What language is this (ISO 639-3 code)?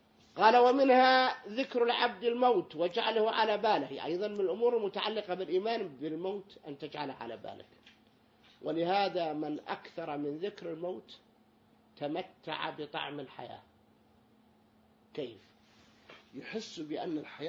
ara